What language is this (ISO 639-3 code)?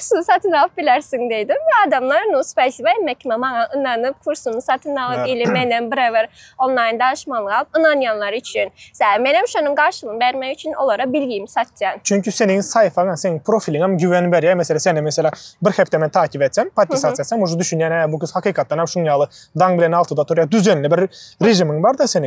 tuk